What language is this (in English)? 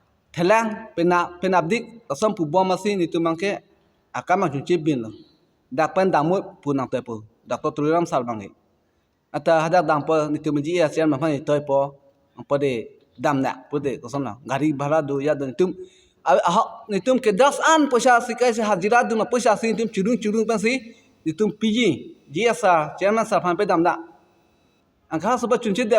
Karbi